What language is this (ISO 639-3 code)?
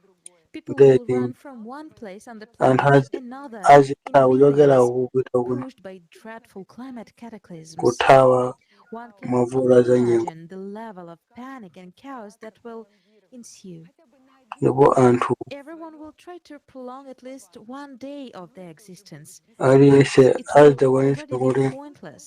nya